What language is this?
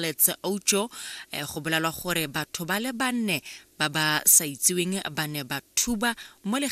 Tswana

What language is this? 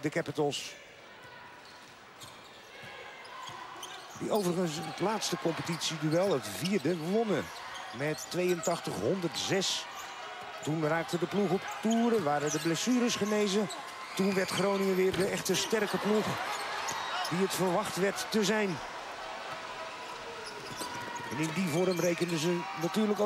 Dutch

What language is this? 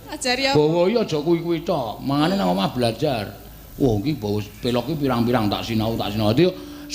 Javanese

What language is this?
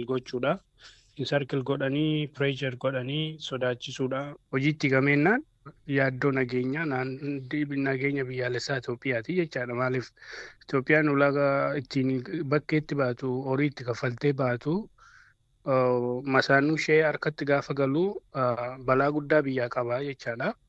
Oromo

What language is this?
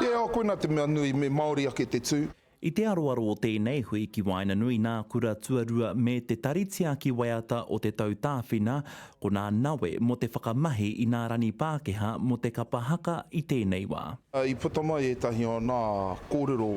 Māori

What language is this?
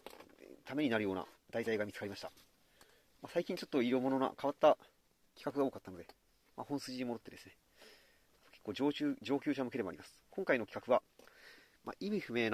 Japanese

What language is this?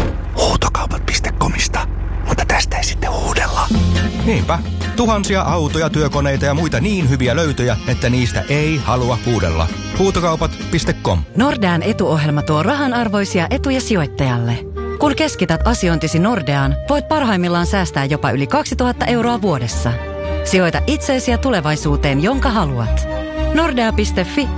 Finnish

